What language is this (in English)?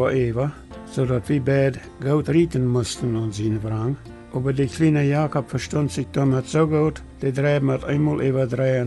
Plautdietsch